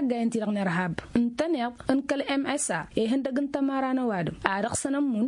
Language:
Tamasheq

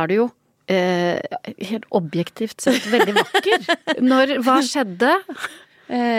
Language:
Norwegian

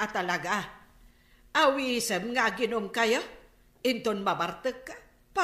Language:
Iloko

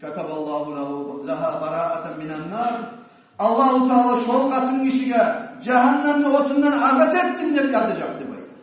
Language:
Kumyk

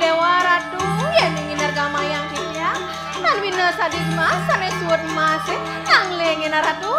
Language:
Balinese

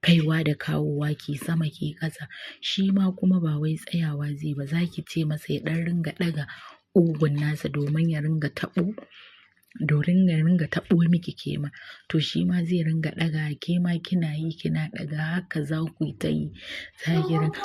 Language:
Hausa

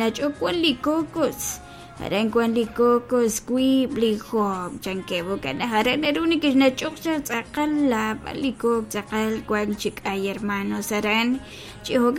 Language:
Kekchí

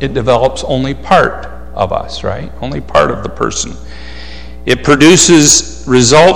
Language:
English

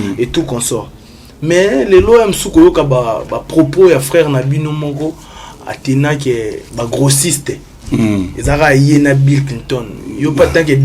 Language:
Lingala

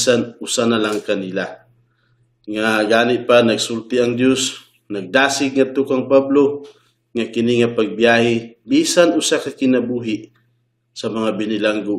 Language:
Cebuano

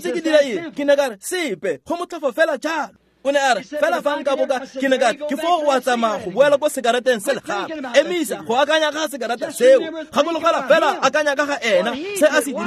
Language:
Tswana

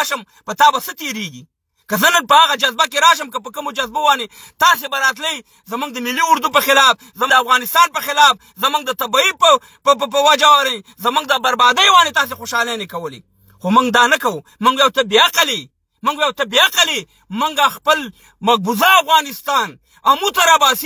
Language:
Pashto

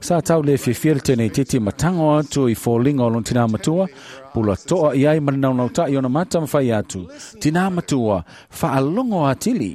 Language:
Samoan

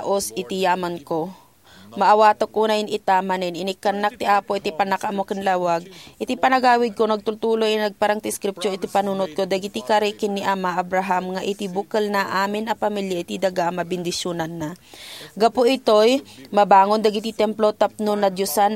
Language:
Iloko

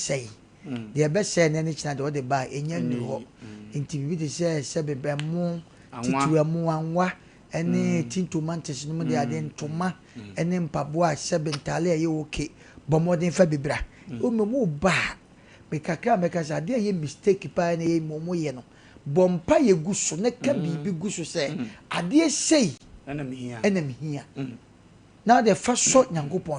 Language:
Akan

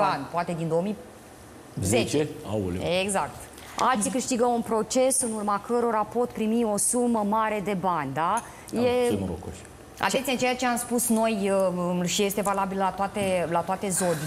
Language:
Romanian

